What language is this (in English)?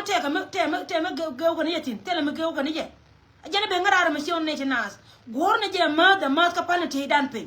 Nuer